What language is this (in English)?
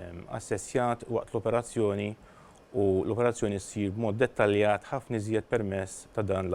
Maltese